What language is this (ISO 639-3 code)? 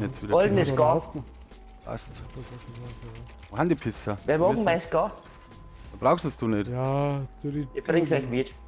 bar